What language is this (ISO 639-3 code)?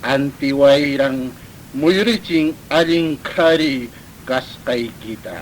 que